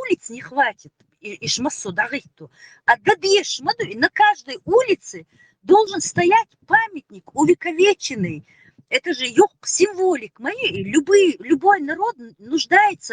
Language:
Chechen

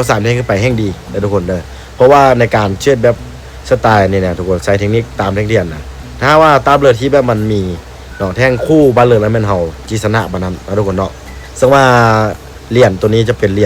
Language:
Lao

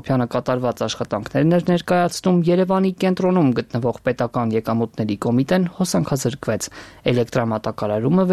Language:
Armenian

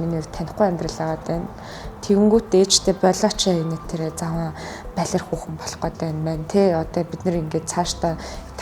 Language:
Mongolian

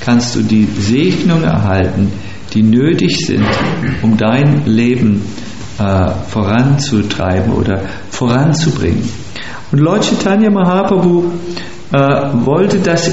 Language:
German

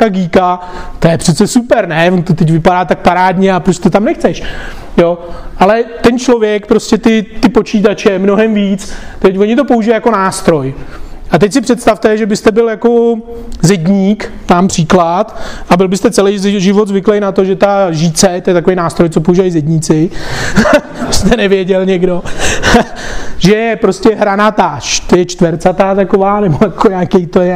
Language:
Czech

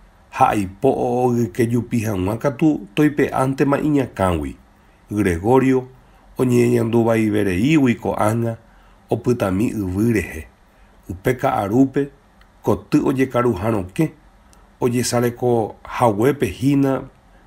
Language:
Guarani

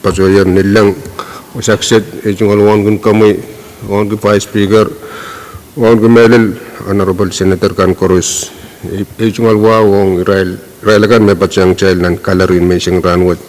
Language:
Pohnpeian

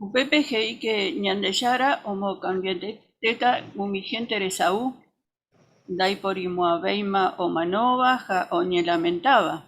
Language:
Guarani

